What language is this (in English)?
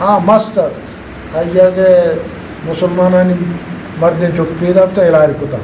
Eastern Balochi